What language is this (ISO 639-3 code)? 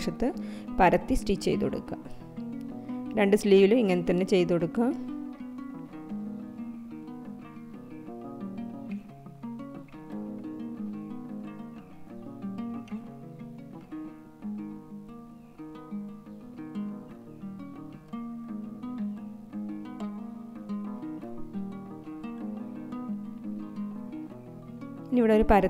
mal